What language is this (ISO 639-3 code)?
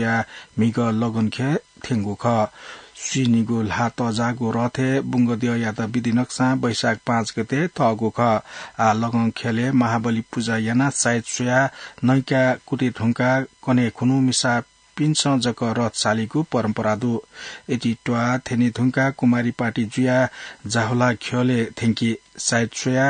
new